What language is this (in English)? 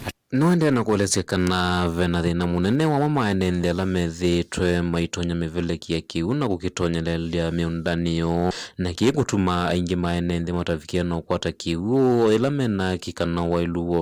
Kamba